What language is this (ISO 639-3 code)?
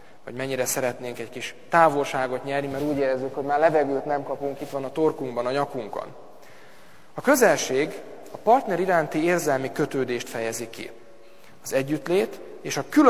hun